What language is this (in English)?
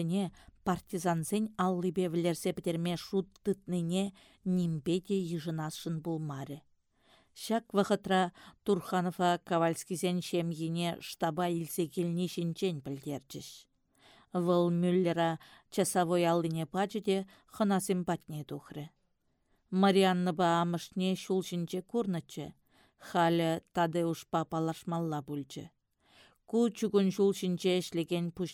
Chuvash